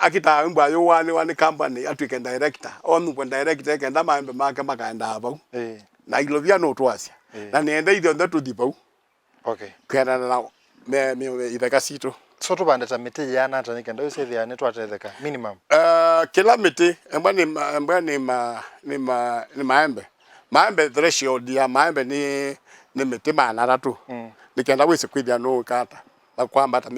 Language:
Kamba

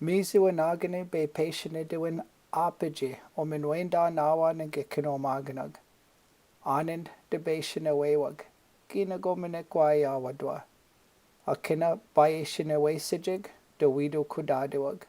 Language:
Chippewa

